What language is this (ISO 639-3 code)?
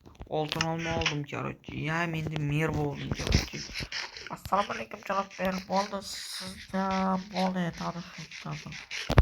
uzb